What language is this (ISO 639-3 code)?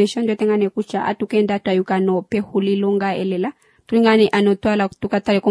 kua